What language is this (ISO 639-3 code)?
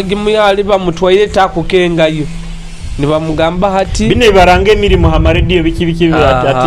nyo